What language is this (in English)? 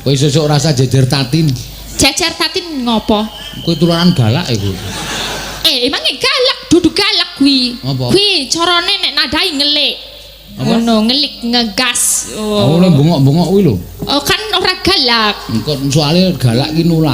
Javanese